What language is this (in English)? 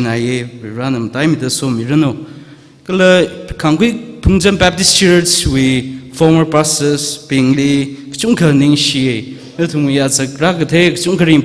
Tangkhul Naga (India)